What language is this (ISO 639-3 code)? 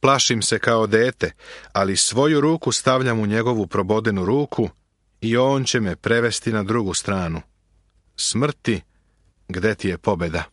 srp